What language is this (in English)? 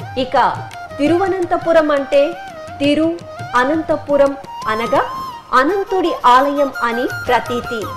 Telugu